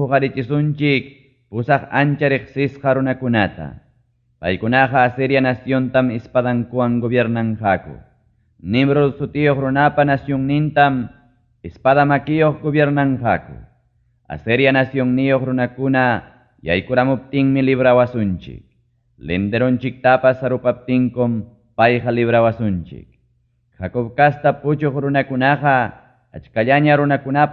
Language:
Ayacucho Quechua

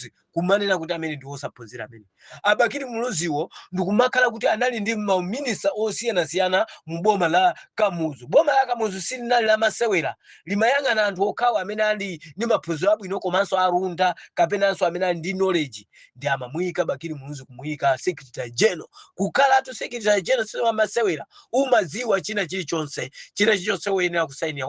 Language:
Nyanja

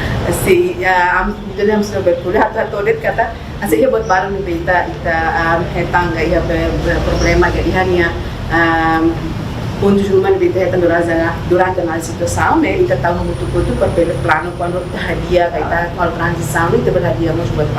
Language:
Tetum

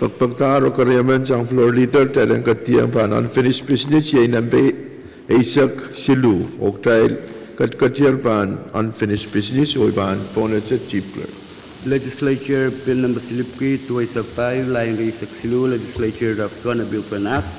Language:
Pohnpeian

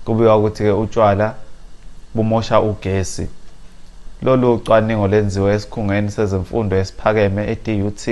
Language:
Zulu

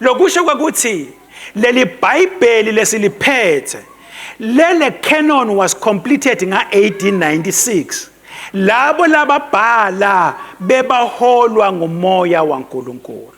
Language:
Swati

